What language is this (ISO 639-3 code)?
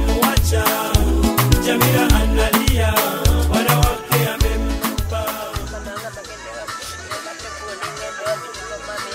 swa